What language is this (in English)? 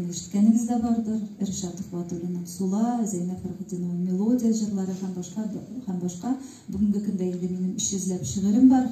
Tatar